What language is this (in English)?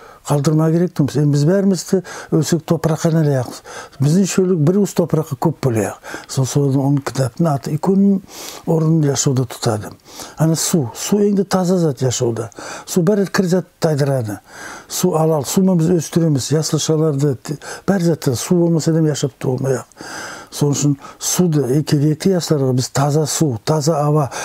Nogai